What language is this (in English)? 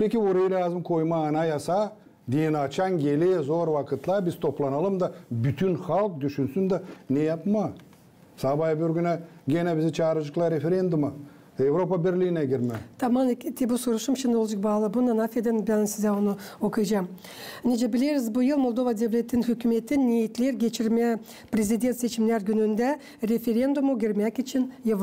Gagauz